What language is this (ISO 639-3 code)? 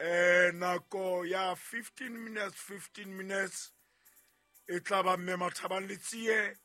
sot